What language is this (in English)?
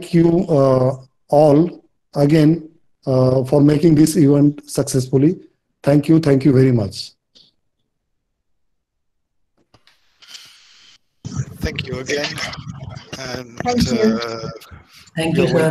English